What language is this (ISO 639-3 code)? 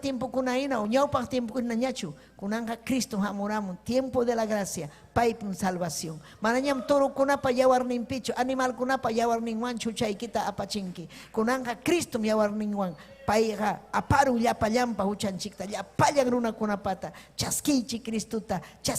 quy